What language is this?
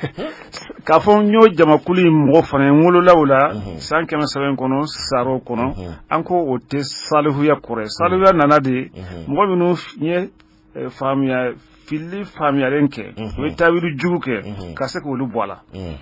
Bambara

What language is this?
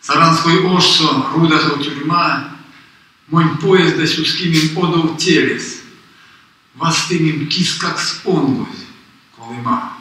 Erzya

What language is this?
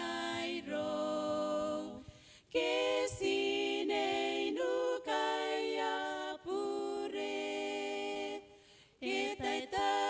Gilbertese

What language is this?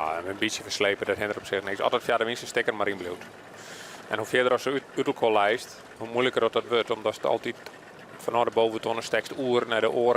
Western Frisian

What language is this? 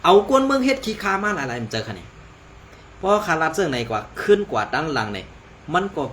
Shan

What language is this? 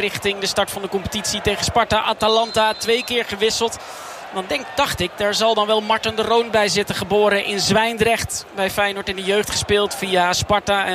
Dutch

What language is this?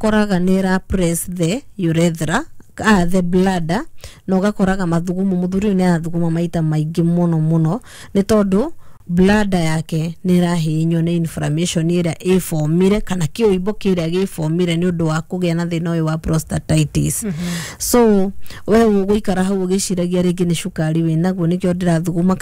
Kikuyu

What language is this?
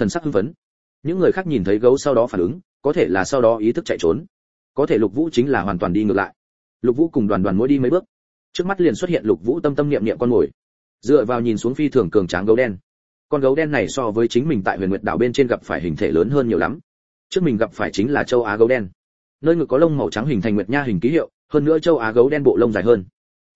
Vietnamese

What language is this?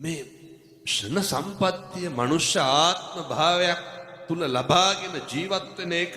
Sinhala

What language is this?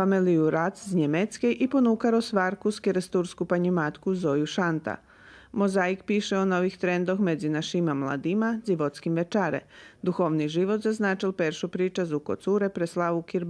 Rusyn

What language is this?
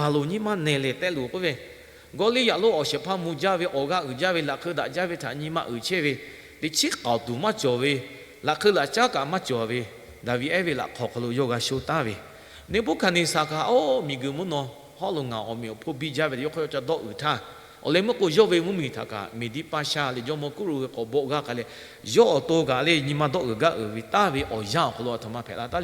Lahu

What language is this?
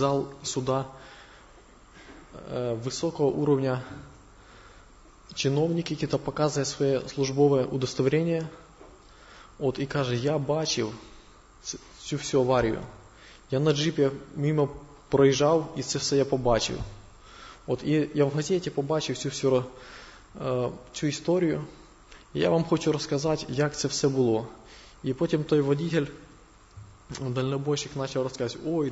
Ukrainian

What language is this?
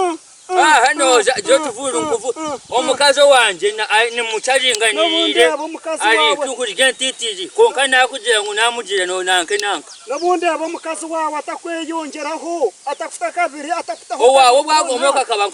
Nyankole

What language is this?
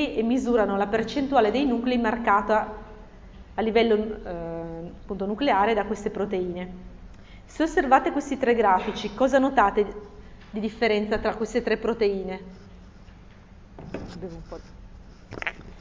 Italian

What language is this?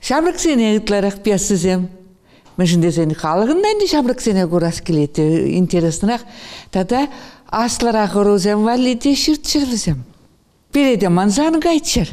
Chuvash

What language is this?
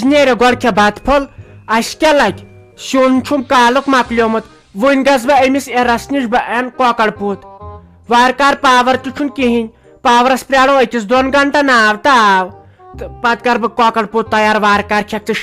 Kashmiri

